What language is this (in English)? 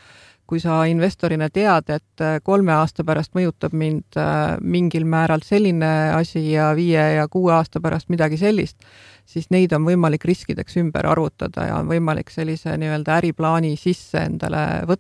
Estonian